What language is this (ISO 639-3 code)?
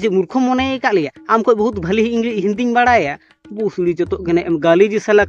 sat